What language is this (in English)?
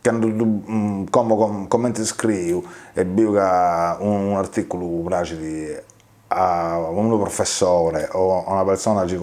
Sardinian